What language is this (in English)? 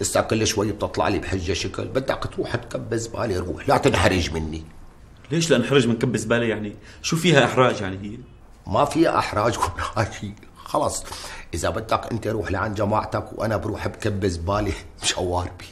North Levantine Arabic